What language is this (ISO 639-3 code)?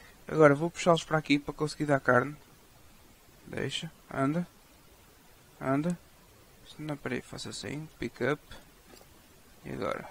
por